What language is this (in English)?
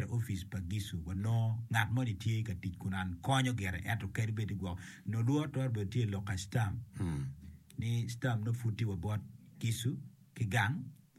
Acoli